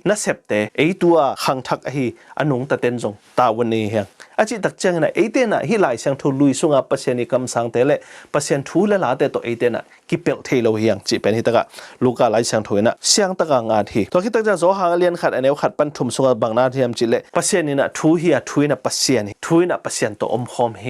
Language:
Tedim Chin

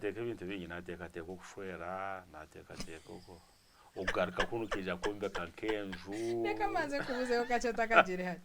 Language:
Nyankole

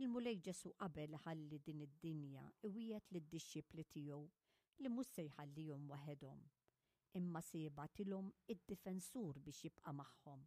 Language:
Maltese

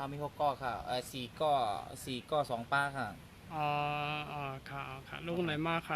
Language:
Shan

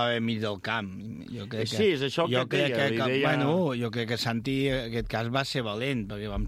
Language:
Catalan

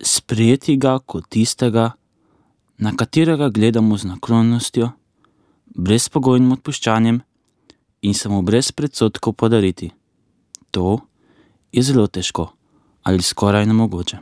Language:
Slovenian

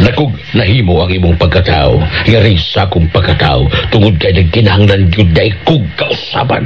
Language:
Cebuano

